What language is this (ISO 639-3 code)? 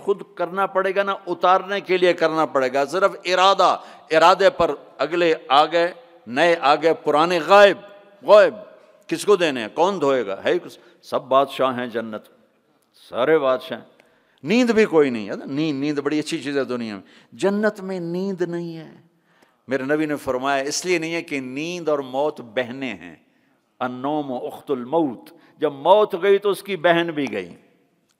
urd